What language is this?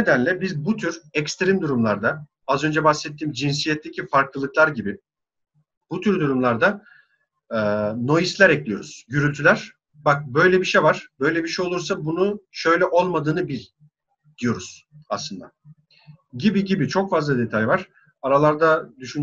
Turkish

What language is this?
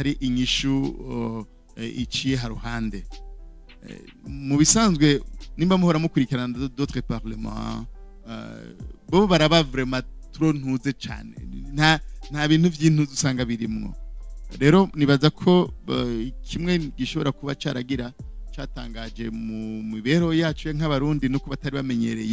Rundi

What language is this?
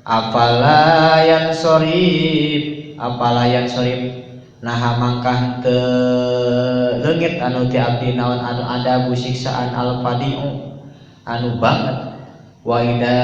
Sundanese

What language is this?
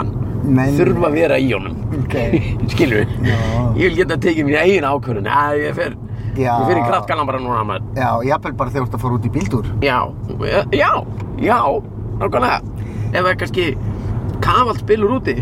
Icelandic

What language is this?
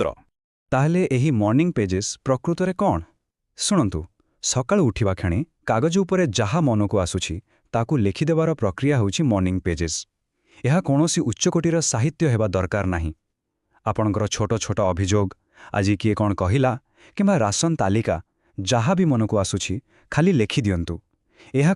Odia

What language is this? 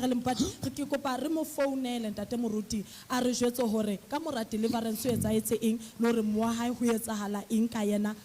Southern Sotho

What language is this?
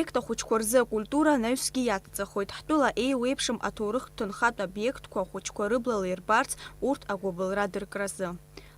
Abkhazian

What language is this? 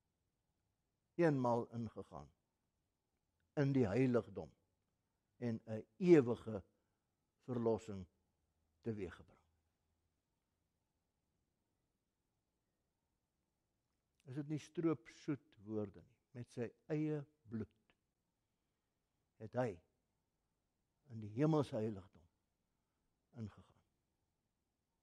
Afrikaans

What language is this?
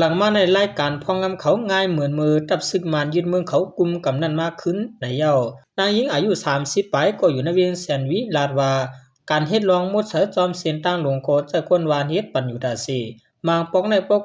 Shan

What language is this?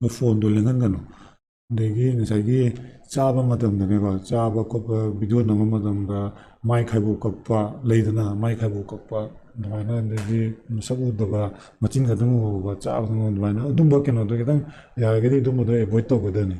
Manipuri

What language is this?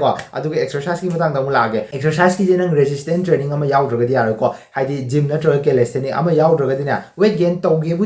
Manipuri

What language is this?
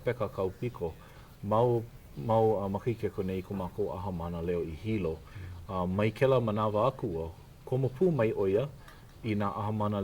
Hawaiian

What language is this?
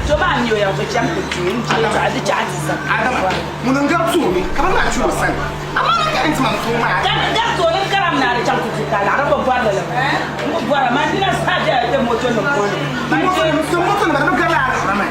Dagbani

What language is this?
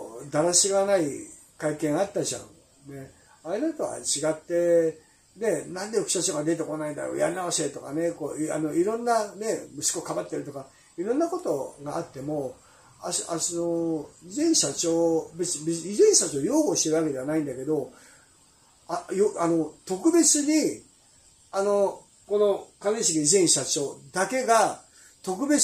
Japanese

